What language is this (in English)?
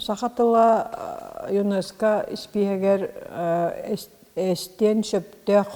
Yakut